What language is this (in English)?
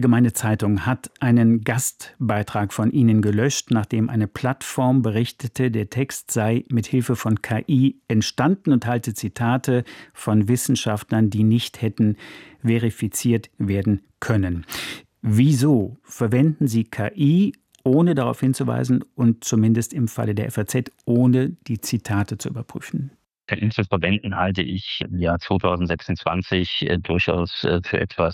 German